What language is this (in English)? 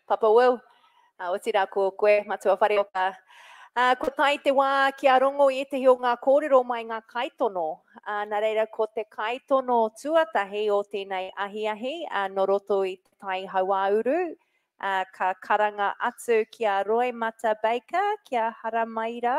Māori